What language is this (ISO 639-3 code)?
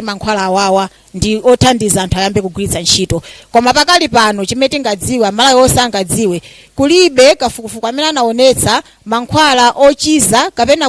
nya